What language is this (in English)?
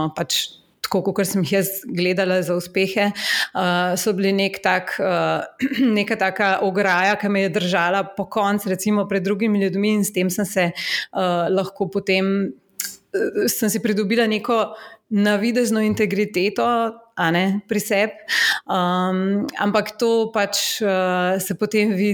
Slovenian